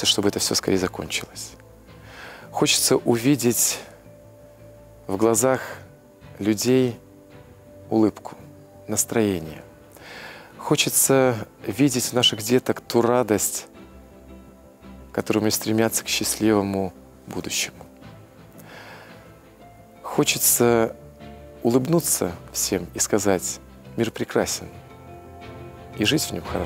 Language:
Russian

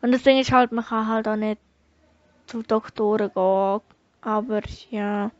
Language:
Swiss German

